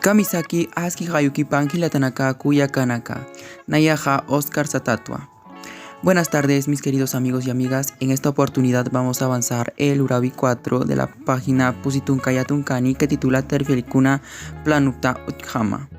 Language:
Aymara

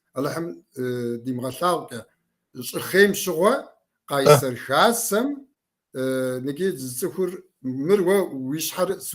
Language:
Kabardian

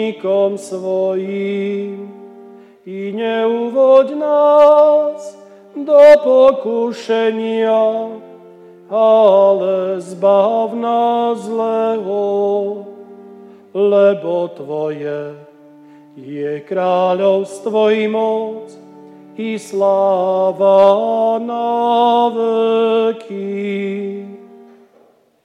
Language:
Slovak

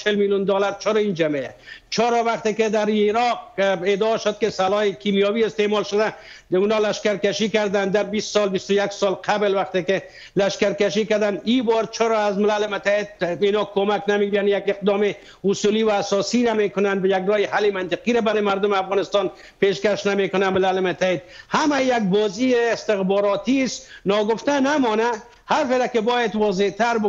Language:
Persian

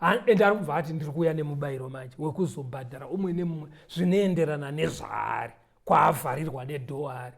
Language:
Shona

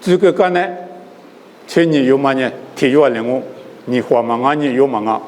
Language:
Lisu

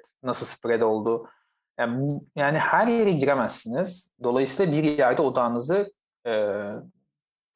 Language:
Turkish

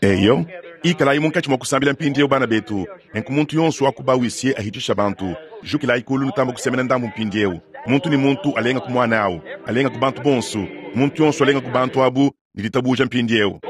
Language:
Luba-Lulua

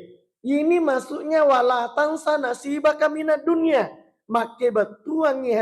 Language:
Buginese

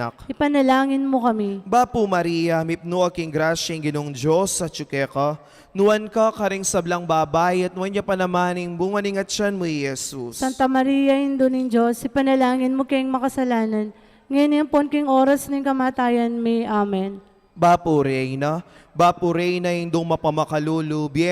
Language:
Pampanga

